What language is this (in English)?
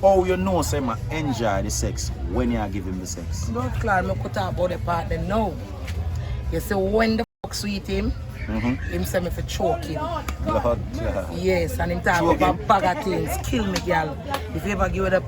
Jamaican Creole English